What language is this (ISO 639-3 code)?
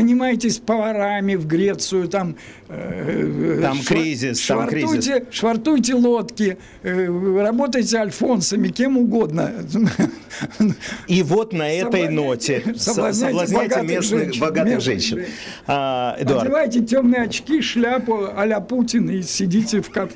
rus